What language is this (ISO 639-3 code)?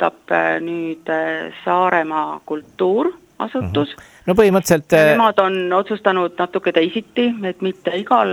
est